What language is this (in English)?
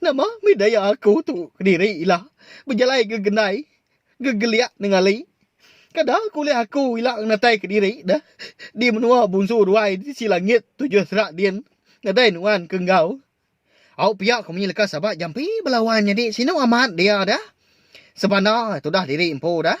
Iban